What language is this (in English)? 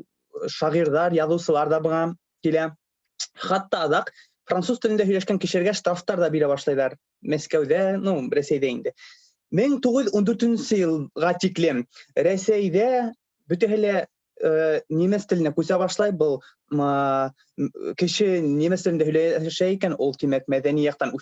Bashkir